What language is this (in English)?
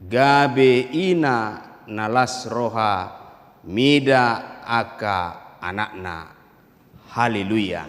Batak Toba